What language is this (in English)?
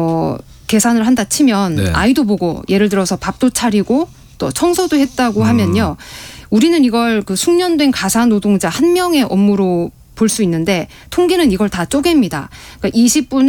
Korean